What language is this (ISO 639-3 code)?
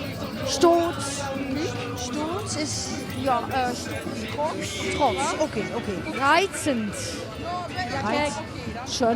lim